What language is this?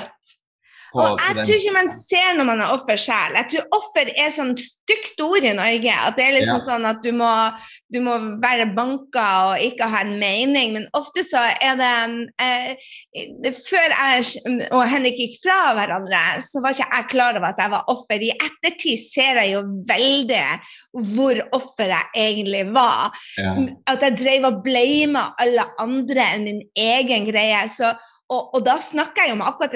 Norwegian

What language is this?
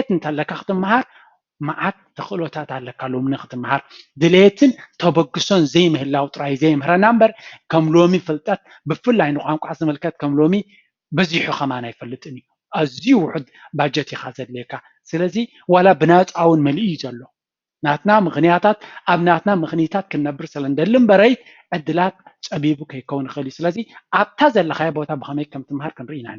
Tigrinya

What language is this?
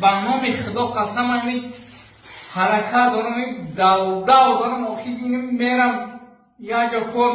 Tajik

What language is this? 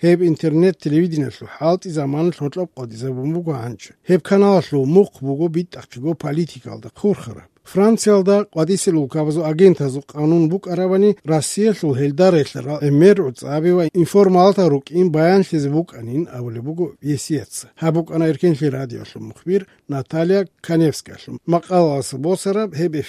Avaric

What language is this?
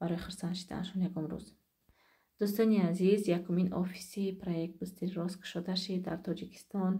Tajik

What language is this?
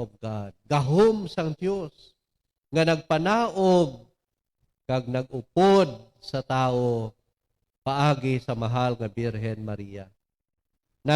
Hiligaynon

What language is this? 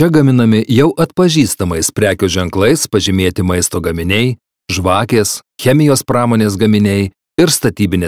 Lithuanian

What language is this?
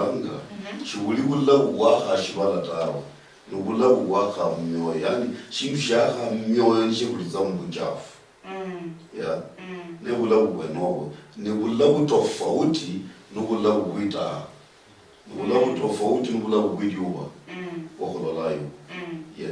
Luyia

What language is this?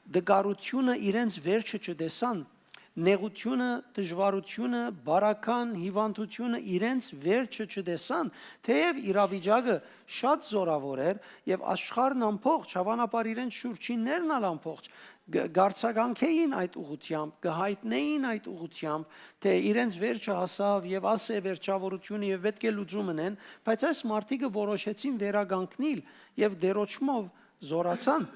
Western Armenian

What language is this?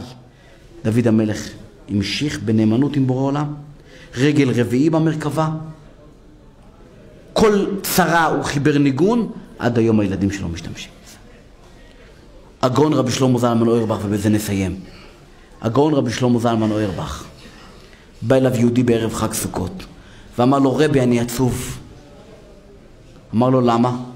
Hebrew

